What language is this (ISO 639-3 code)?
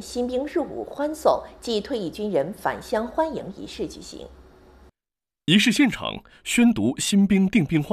zho